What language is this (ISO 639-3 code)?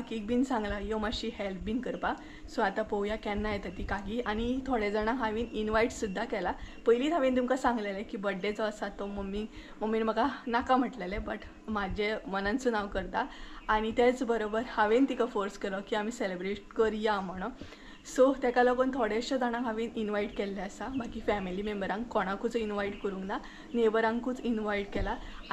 kok